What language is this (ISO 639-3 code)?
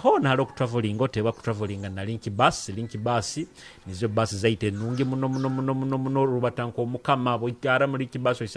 nyo